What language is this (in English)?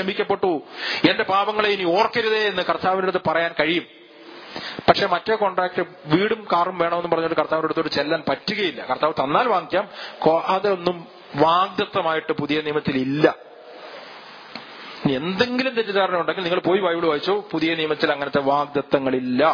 Malayalam